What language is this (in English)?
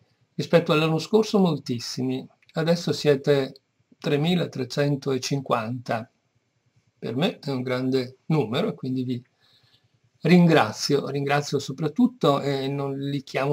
Italian